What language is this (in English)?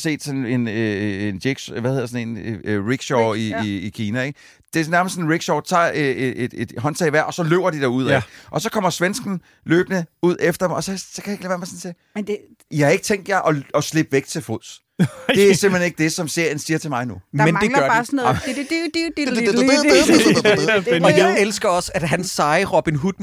Danish